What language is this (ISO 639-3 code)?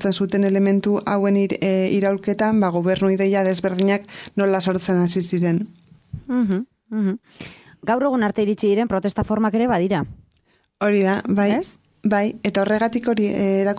eus